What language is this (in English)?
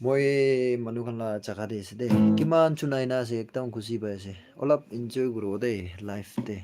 Naga Pidgin